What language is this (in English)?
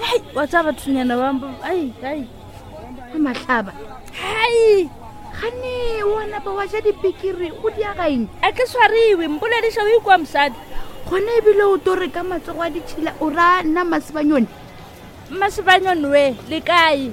Northern Sotho